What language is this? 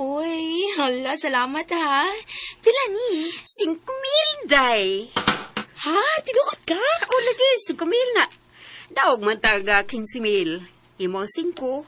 Cebuano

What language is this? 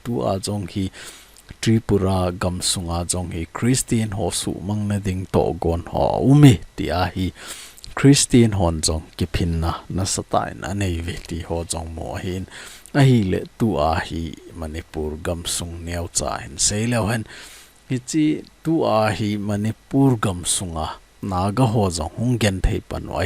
Thado Chin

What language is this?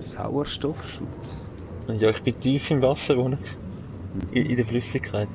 Swiss German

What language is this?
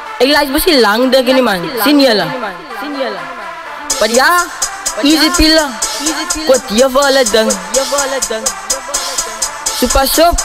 Afrikaans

